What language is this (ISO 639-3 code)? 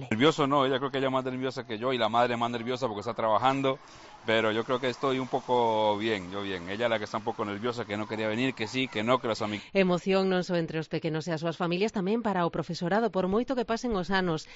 glg